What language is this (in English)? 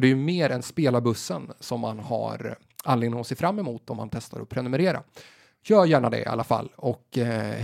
Swedish